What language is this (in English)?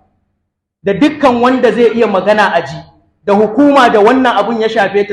Hausa